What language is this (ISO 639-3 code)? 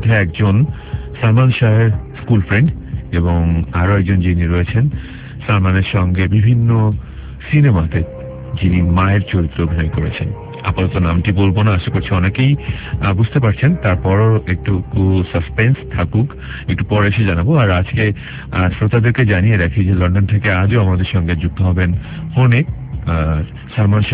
ben